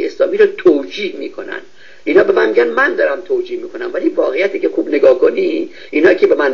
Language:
Persian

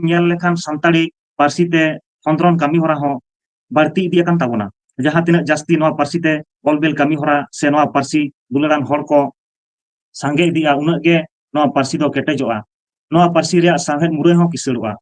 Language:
Santali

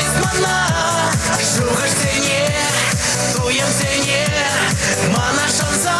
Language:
Chuvash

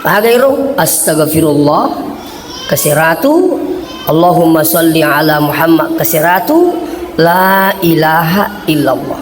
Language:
Buginese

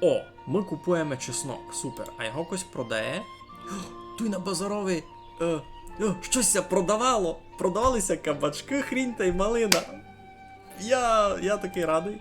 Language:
Rusyn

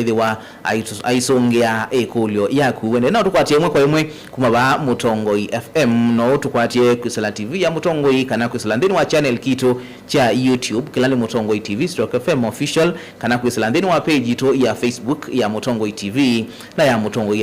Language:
Kamba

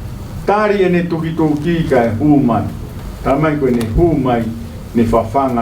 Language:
Tongan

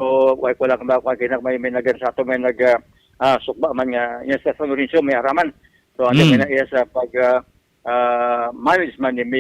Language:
Hiligaynon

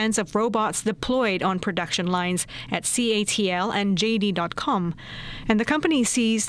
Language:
English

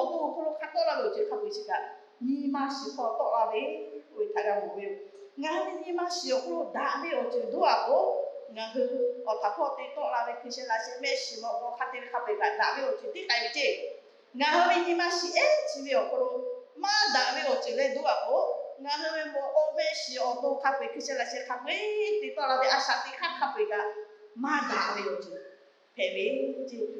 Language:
Lahu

